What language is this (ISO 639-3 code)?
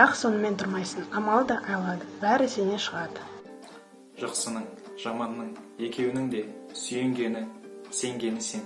kaz